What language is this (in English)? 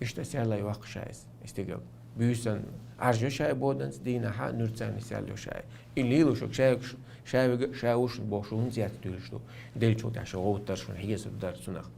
Chechen